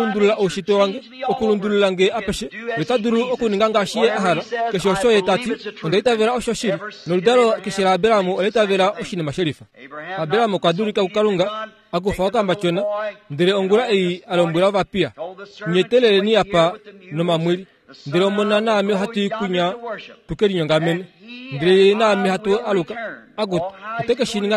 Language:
Kuanyama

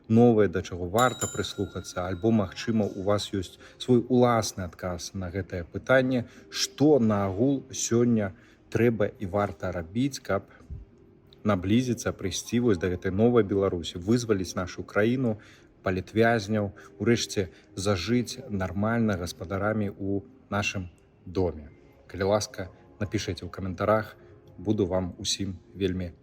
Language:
Belarusian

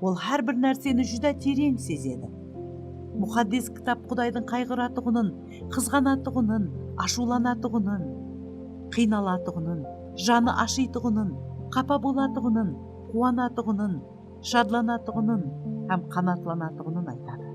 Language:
Kara-Kalpak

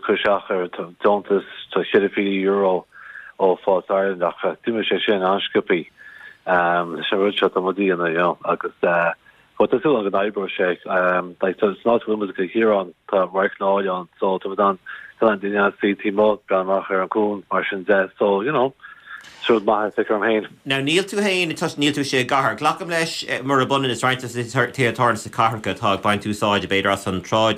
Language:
Irish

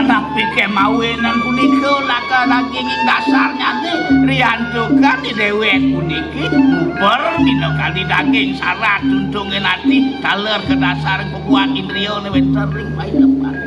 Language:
Balinese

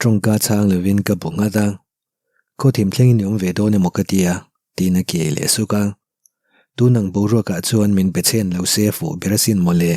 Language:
Mizo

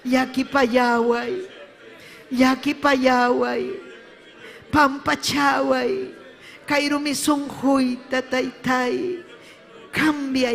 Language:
Ayacucho Quechua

